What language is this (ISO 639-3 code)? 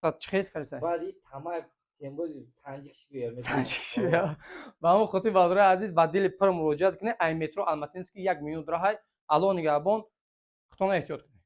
tgk